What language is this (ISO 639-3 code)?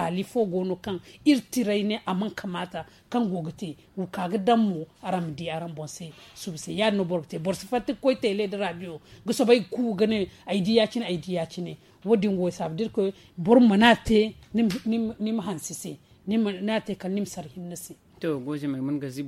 dje